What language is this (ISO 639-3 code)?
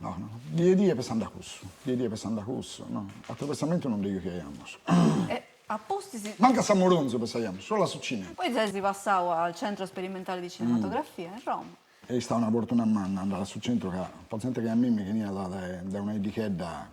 srd